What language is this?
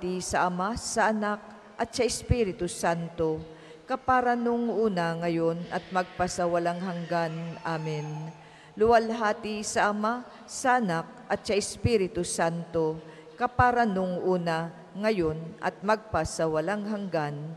Filipino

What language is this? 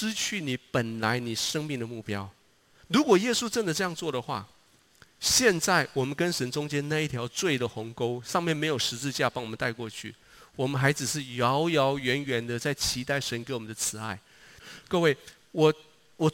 Chinese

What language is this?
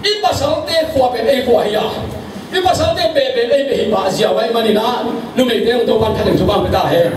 Tedim Chin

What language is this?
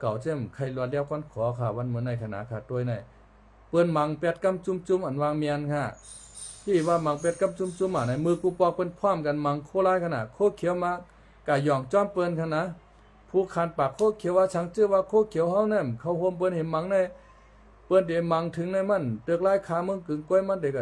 Shan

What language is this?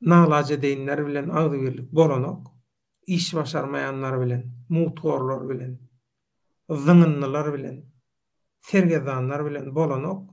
Turkmen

